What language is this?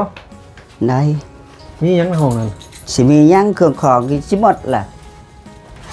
Lao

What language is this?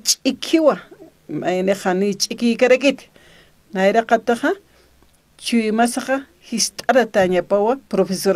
Aymara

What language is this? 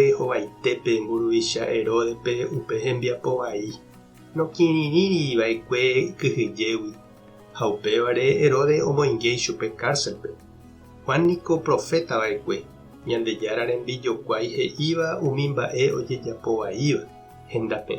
Guarani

